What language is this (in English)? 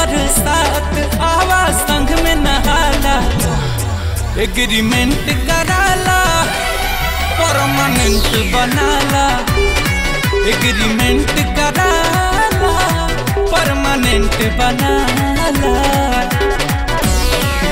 Bhojpuri